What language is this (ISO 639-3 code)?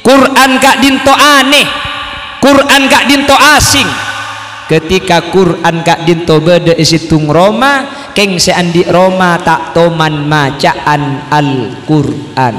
mad